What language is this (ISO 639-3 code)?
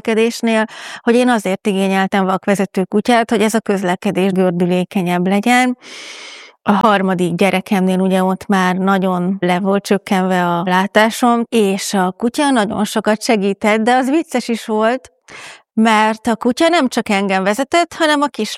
hun